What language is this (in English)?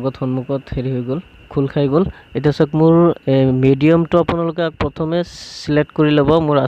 Assamese